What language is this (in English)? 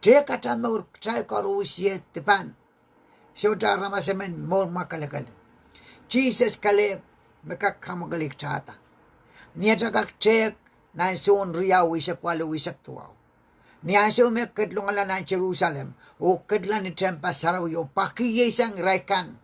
Pohnpeian